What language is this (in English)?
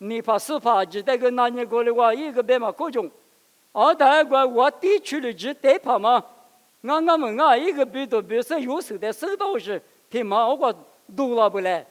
Lisu